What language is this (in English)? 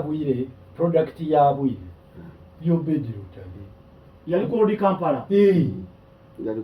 Ganda